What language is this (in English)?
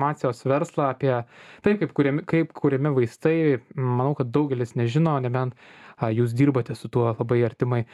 Lithuanian